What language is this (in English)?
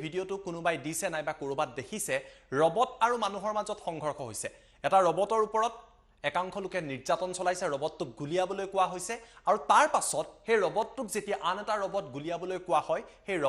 Assamese